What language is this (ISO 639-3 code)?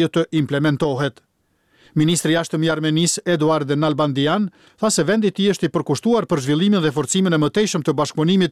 sqi